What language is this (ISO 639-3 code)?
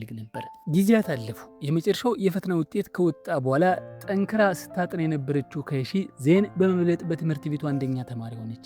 amh